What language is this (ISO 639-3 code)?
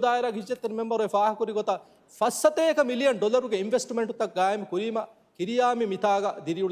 div